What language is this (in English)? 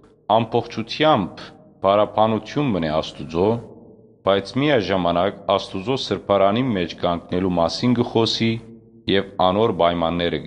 Western Armenian